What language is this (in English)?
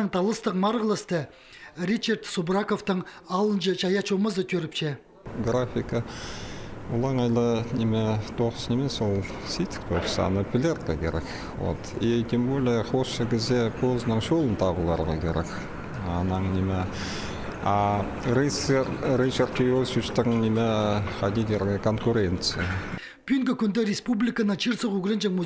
Khakas